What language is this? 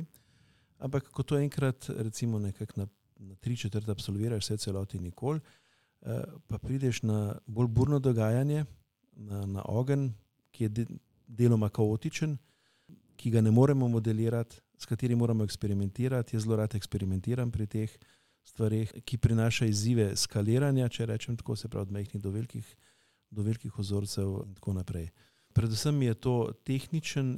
Slovenian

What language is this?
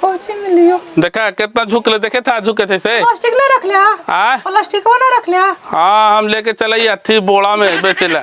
Magahi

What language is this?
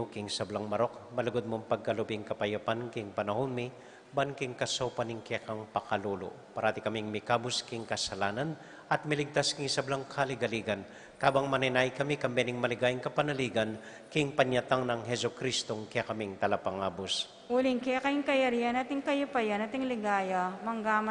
Pampanga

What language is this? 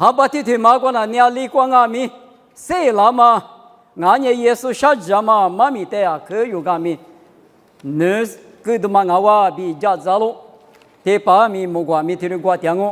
Lisu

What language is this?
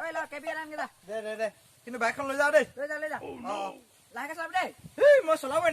Assamese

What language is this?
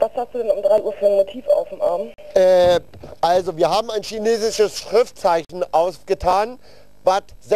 German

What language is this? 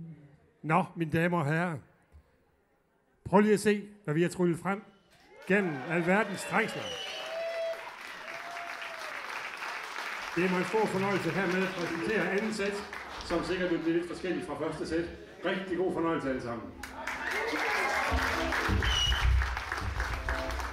Danish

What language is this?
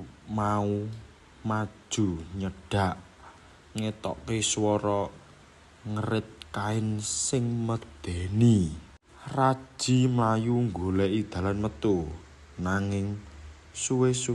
Javanese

